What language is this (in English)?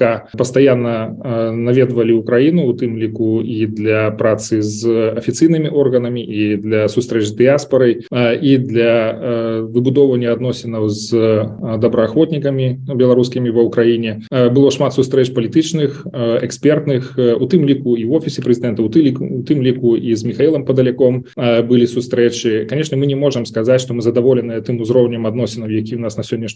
Belarusian